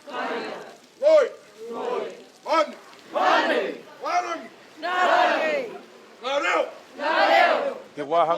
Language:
Māori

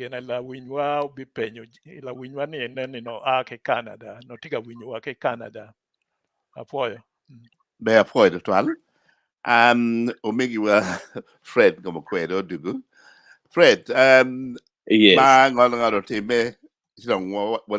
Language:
Acoli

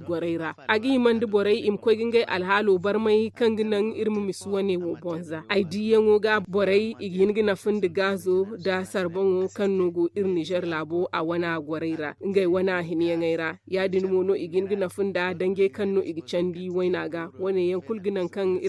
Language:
Zarma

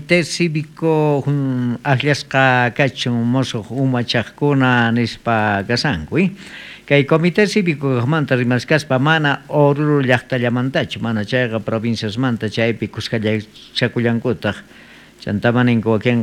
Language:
South Bolivian Quechua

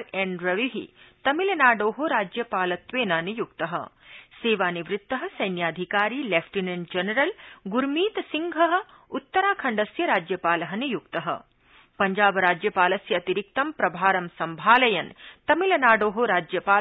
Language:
Sanskrit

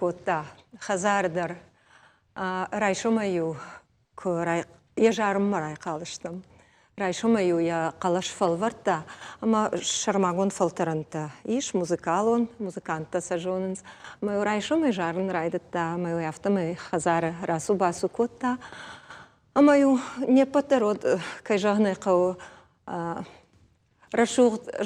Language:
Ossetic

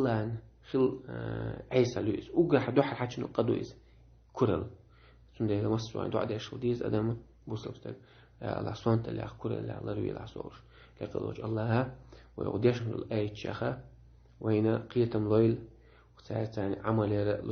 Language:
Chechen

